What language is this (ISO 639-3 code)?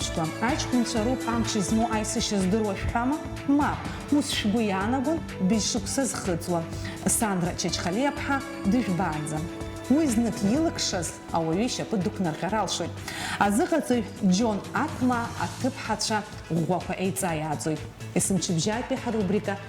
abk